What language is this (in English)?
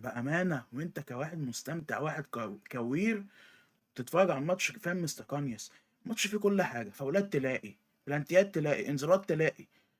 Egyptian Arabic